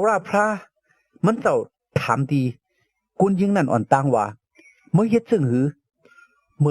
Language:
Shan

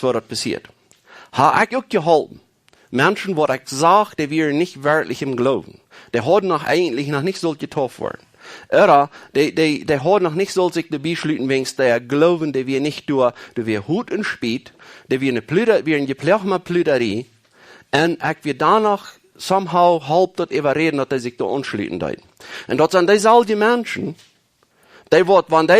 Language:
Plautdietsch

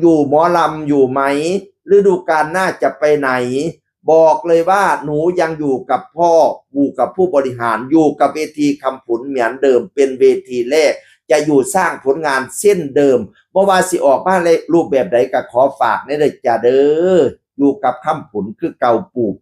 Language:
Northeastern Thai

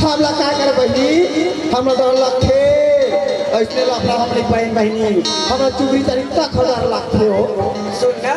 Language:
Chhattisgarhi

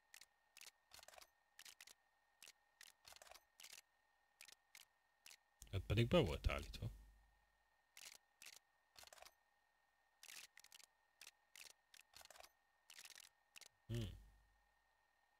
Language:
Hungarian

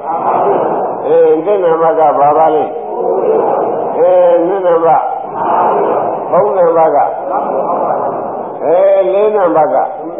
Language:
Burmese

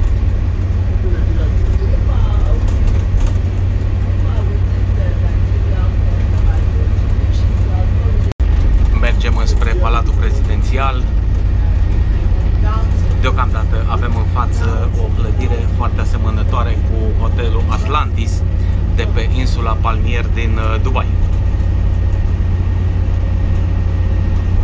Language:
Romanian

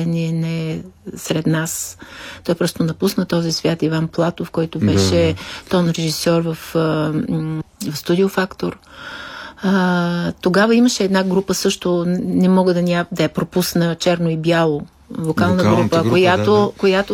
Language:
Bulgarian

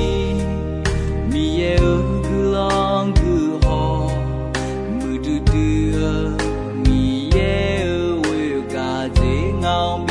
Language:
Akha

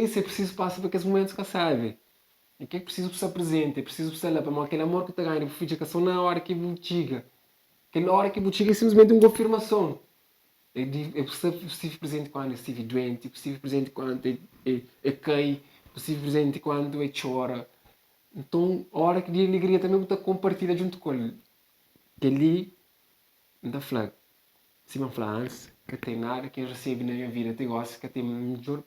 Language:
Kabuverdianu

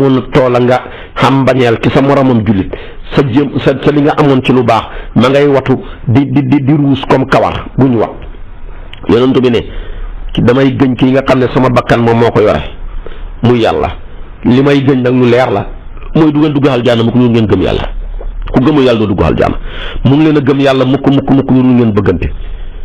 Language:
Wolof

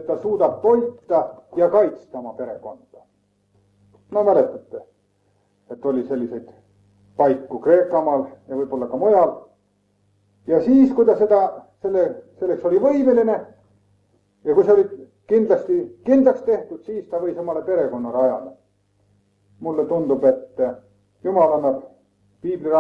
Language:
Estonian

